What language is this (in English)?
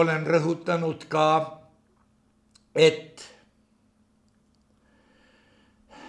Estonian